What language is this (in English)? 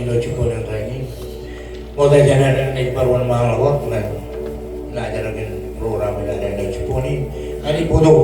Marshallese